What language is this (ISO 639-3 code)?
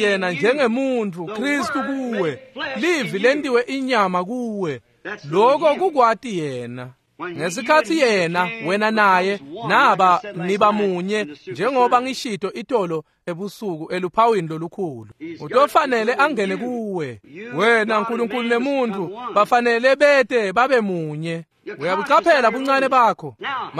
ssw